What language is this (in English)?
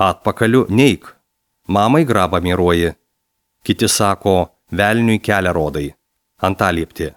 Lithuanian